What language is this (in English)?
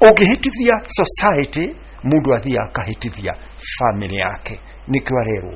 Kikuyu